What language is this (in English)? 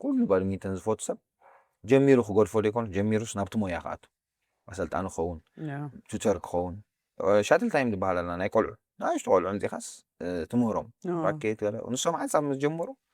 Tigrinya